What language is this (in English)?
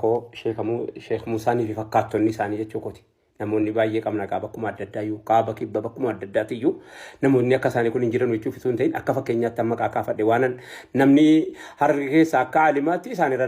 Oromo